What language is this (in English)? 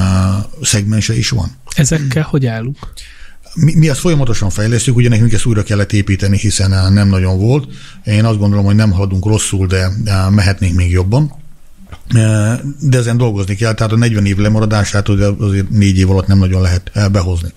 Hungarian